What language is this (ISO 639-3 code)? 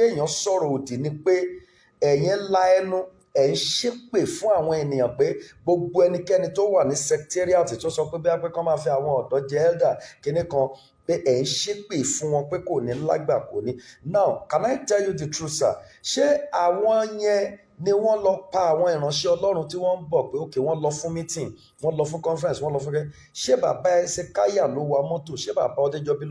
yor